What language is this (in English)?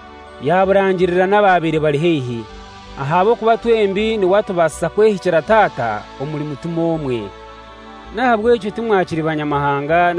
Kinyarwanda